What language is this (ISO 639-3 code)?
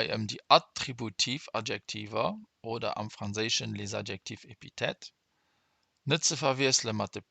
ltz